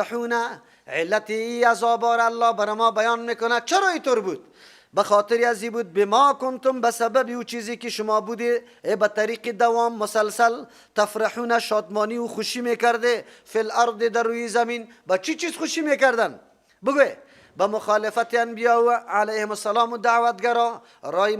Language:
Persian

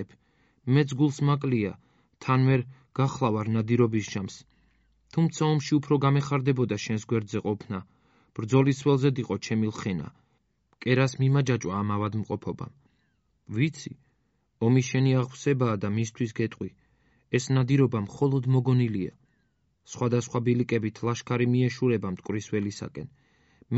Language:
Georgian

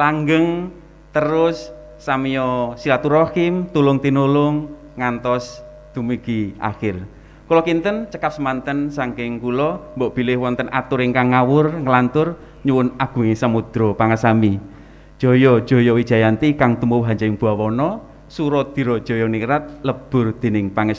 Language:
Javanese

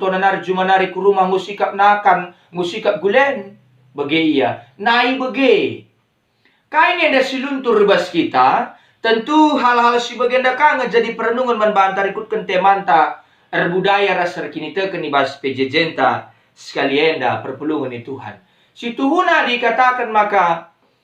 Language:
Batak Karo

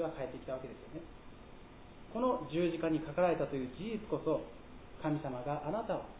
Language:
Japanese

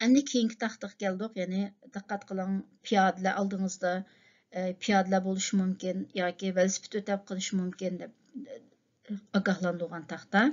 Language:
Uyghur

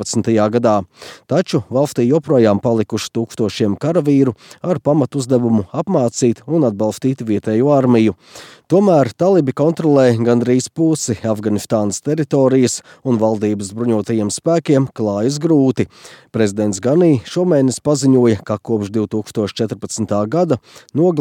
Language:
Latvian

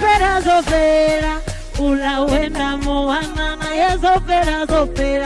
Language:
Venda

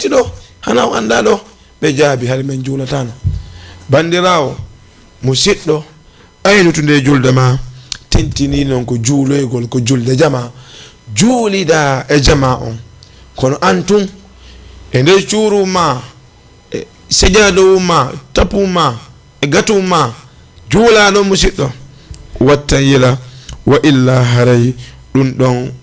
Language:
Fula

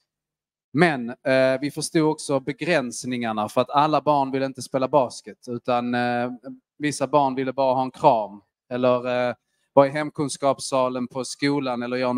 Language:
Swedish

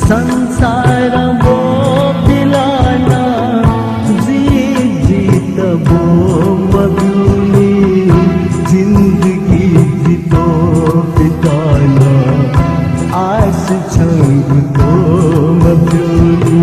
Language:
Newari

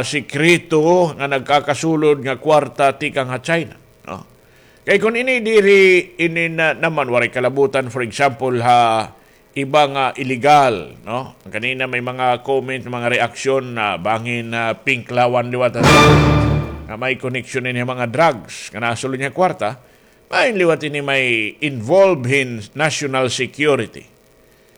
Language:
Waray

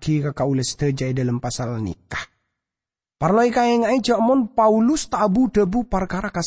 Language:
Madurese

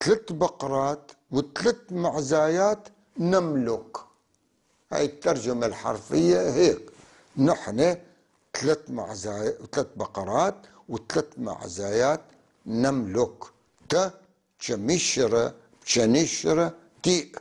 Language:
North Levantine Arabic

